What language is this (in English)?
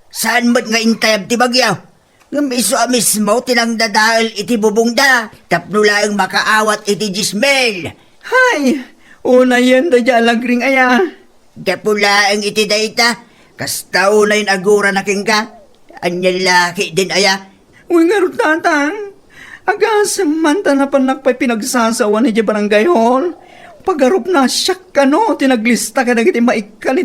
Iloko